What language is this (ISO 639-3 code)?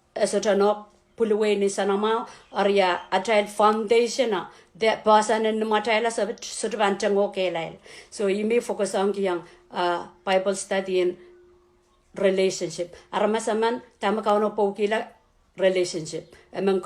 pon